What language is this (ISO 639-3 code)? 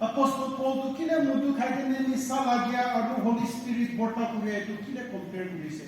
nag